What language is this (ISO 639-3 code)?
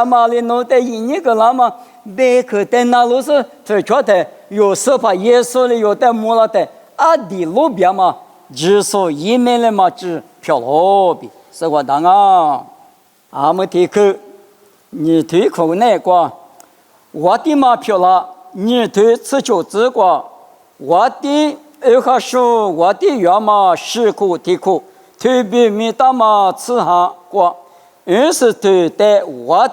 lis